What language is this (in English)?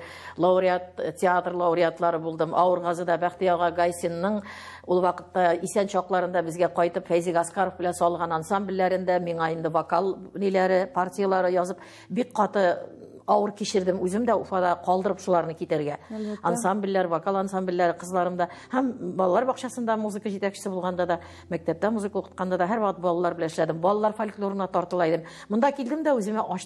Tatar